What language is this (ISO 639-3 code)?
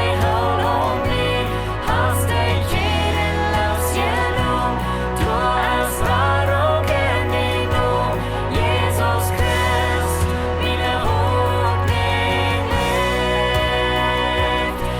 pdt